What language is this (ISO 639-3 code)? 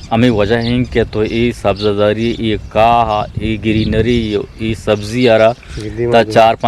bgp